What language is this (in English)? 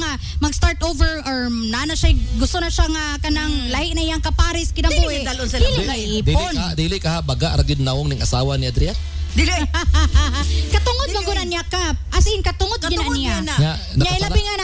Cebuano